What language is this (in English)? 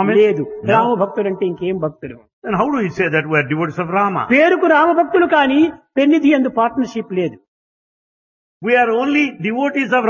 Telugu